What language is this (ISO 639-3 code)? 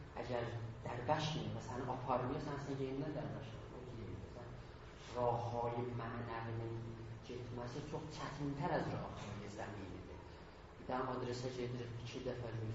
azb